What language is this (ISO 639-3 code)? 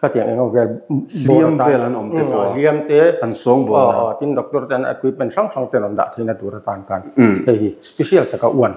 lus